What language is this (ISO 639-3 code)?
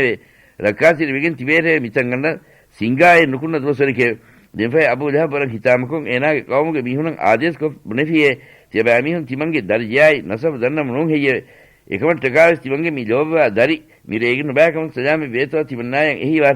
div